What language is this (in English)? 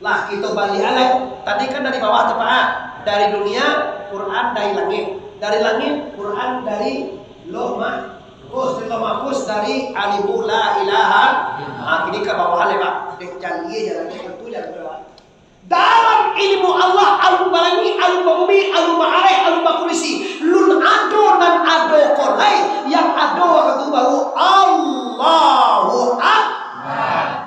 Minangkabau